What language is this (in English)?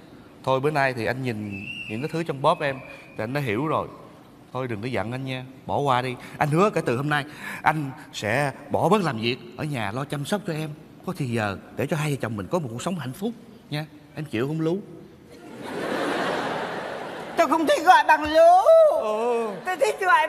Vietnamese